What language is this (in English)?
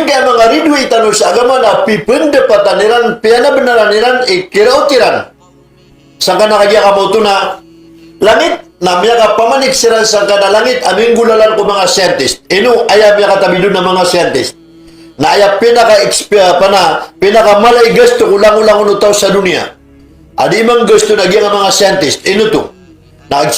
Maranao